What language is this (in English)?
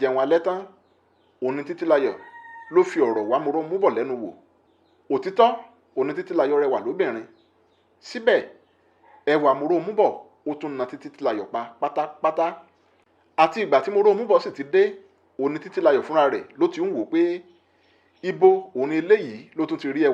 Yoruba